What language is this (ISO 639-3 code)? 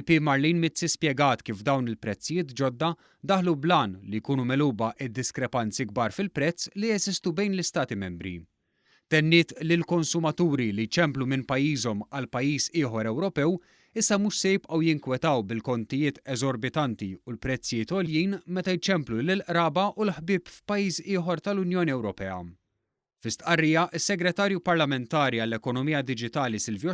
mlt